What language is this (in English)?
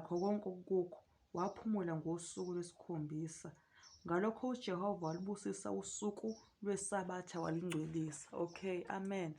Zulu